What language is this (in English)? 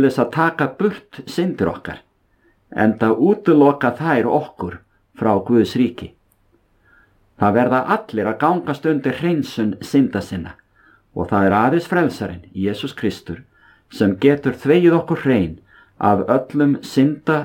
Icelandic